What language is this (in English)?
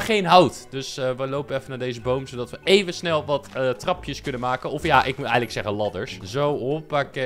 Dutch